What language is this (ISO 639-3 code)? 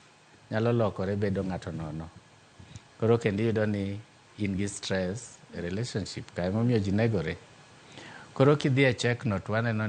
luo